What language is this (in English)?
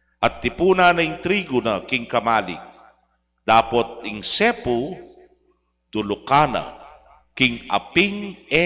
Pampanga